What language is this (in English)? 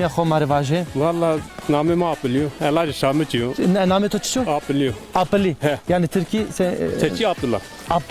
Zaza